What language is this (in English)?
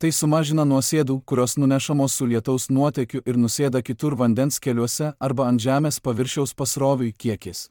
Lithuanian